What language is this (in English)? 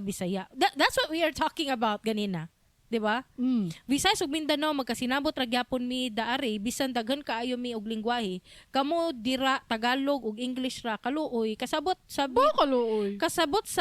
Cebuano